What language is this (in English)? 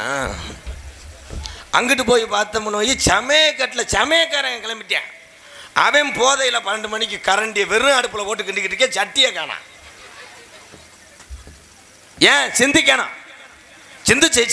Tamil